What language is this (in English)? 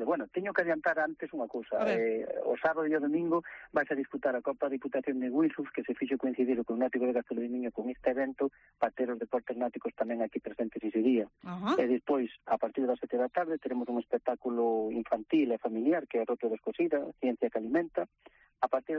Galician